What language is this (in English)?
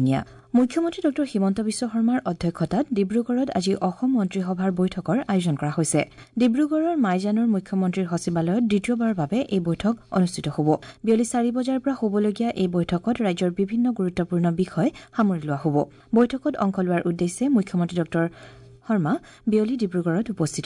Assamese